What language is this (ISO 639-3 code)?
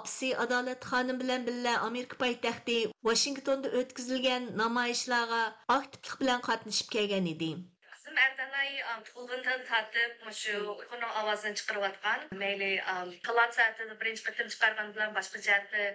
uig